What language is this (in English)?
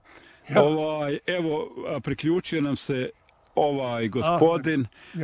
Bosnian